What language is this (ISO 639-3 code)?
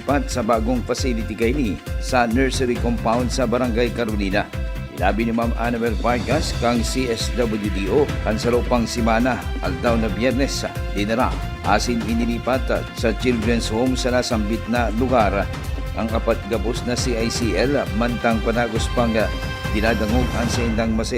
bik